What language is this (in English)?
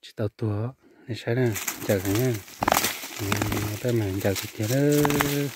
Hmong